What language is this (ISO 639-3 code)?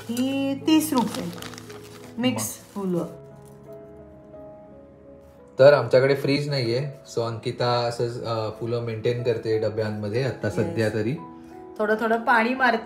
mar